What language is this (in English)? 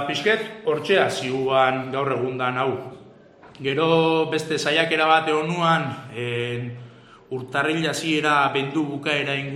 Basque